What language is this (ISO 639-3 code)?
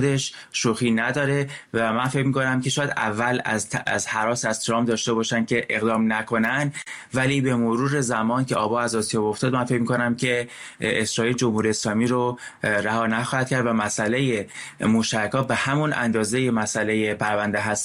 fas